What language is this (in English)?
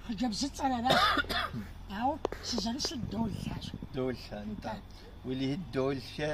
Kabardian